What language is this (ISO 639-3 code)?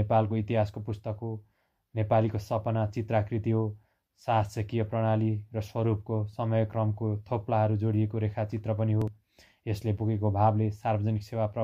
nep